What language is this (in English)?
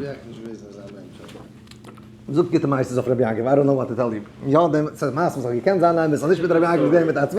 Yiddish